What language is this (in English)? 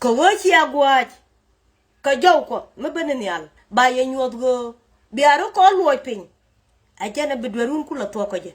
Nuer